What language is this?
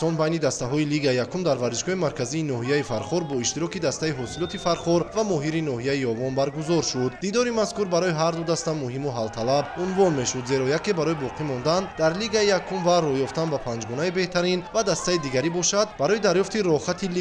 Tajik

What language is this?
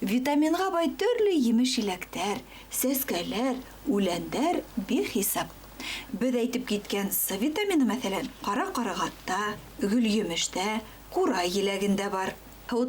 Bashkir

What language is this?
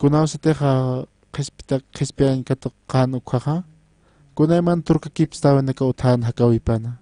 Aymara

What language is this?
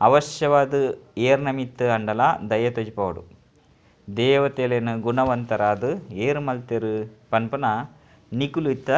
Tulu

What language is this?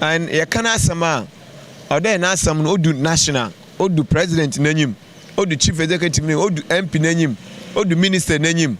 Akan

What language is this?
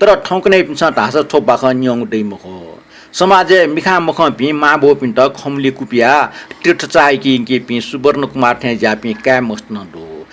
Newari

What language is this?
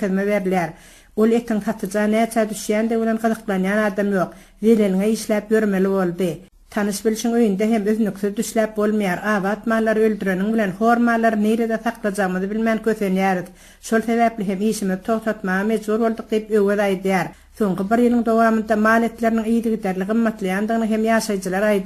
Turkmen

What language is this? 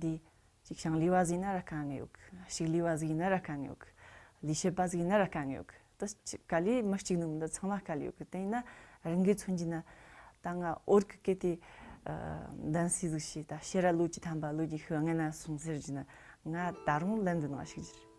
Tibetan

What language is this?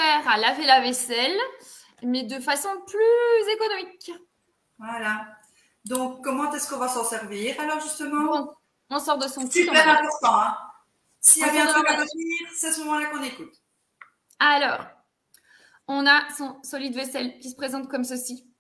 French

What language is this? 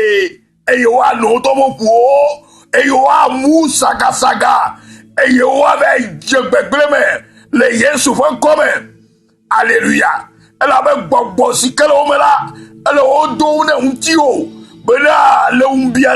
Ewe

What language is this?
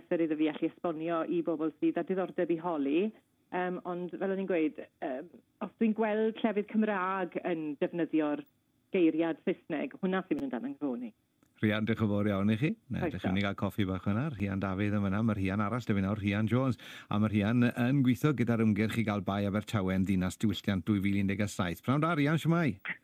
Welsh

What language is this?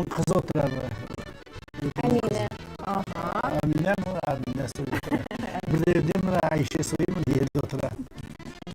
Crimean Tatar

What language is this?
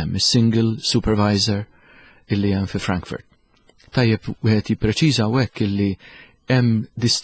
Maltese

